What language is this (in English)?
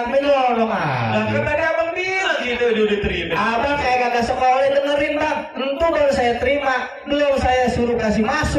Betawi